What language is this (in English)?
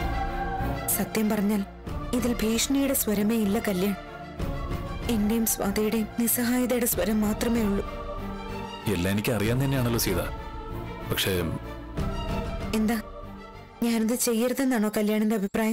Malayalam